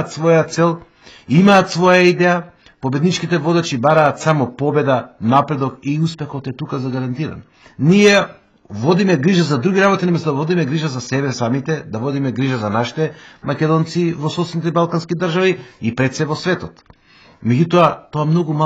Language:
Macedonian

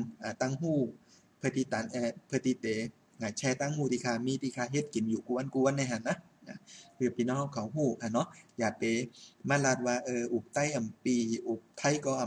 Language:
Shan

